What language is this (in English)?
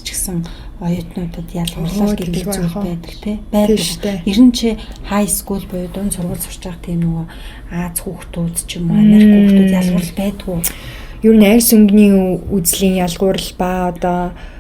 Mongolian